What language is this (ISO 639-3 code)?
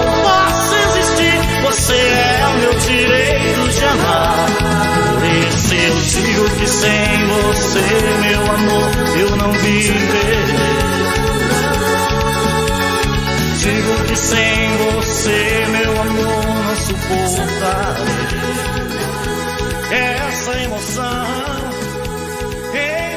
por